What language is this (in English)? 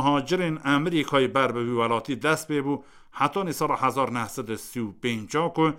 Kurdish